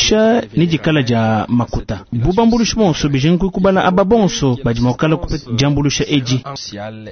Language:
Luba-Lulua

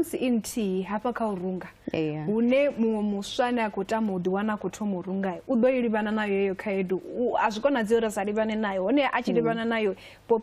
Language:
Venda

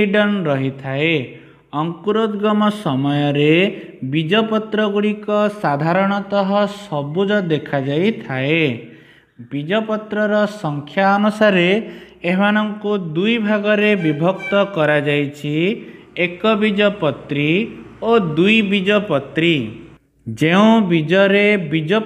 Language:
Odia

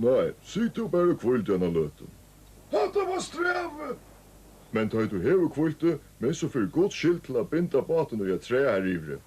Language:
Faroese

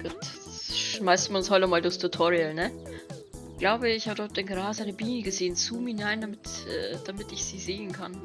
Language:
Bavarian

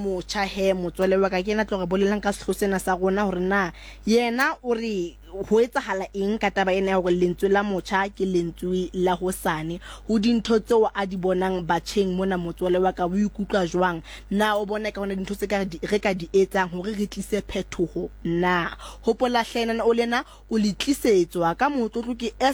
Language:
Southern Sotho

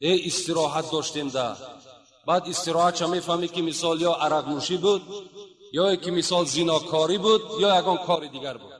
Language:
Tajik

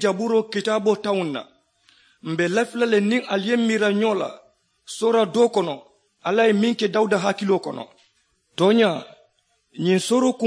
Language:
Mandingo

